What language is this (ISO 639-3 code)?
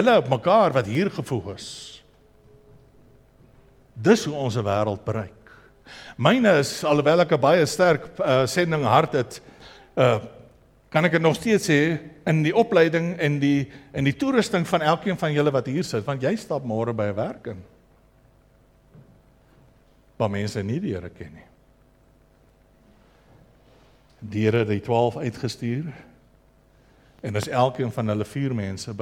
afr